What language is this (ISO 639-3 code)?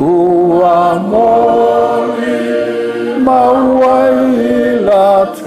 smo